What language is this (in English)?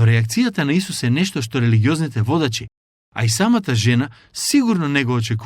Macedonian